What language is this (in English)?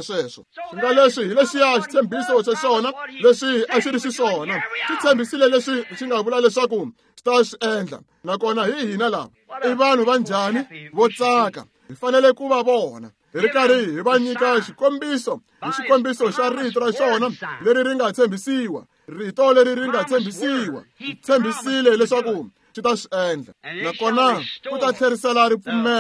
Tsonga